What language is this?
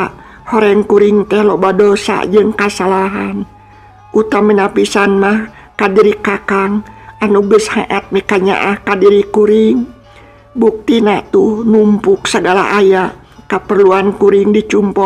Sundanese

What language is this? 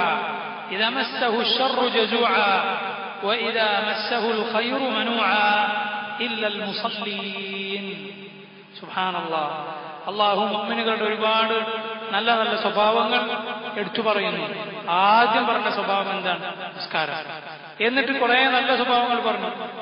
Malayalam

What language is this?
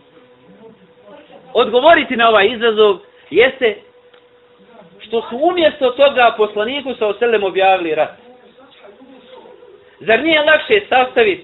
Bosnian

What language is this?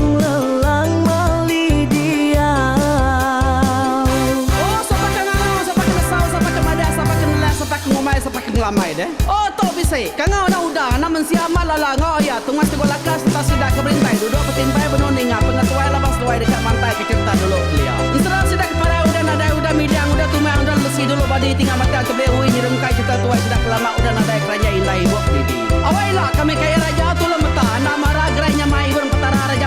Iban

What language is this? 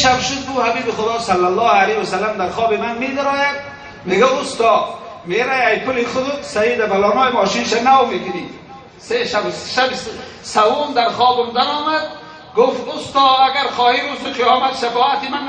Tajik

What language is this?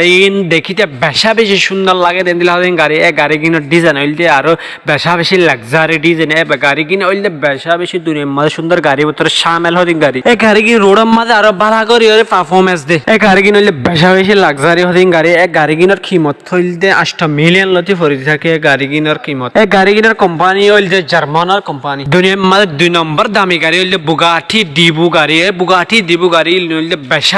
Rohingya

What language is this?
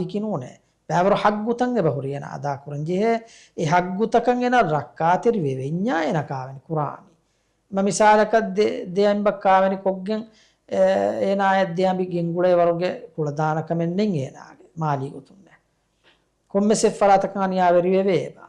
Divehi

